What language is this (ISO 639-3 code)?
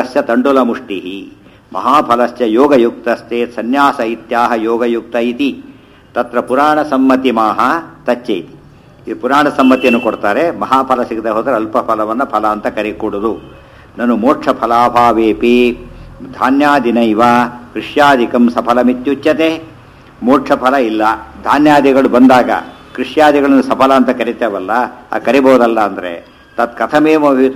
kan